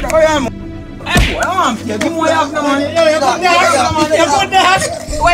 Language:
Jamaican Creole English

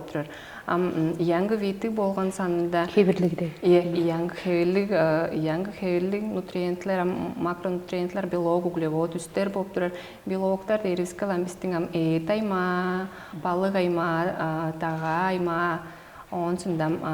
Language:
Tuvinian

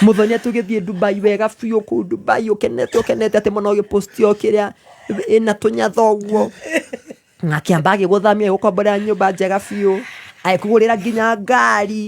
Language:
Kikuyu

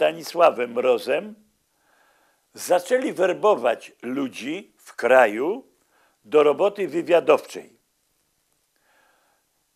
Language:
Polish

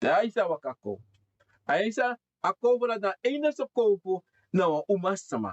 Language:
Sranan Tongo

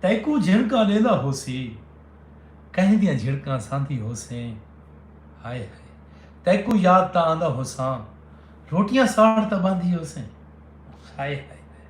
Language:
Saraiki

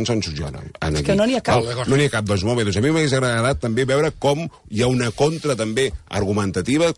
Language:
Catalan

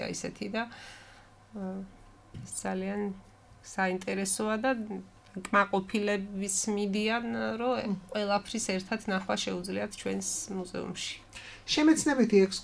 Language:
Georgian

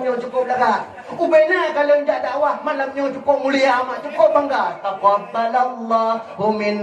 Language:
Achinese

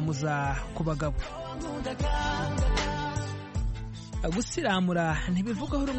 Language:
Kinyarwanda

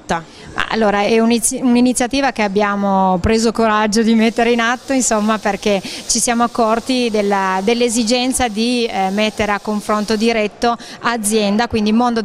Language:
Italian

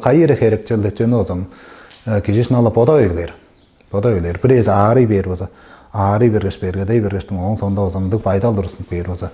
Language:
Tuvinian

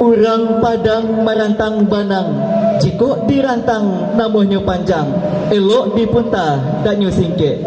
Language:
Minangkabau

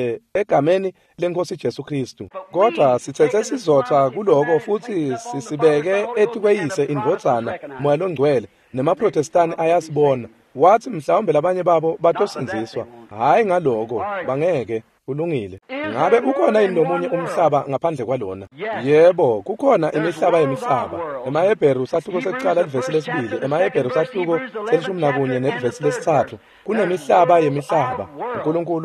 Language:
Swati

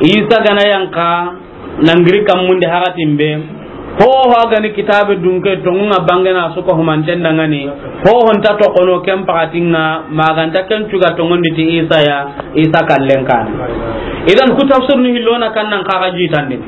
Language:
Soninke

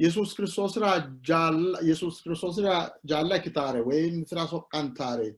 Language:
Sidamo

